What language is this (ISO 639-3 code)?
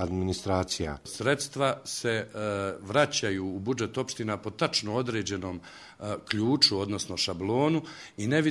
hrv